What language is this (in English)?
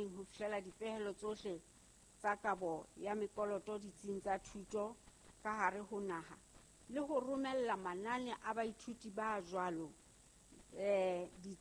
Southern Sotho